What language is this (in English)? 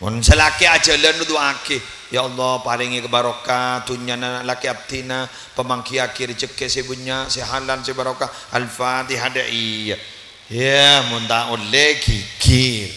Madurese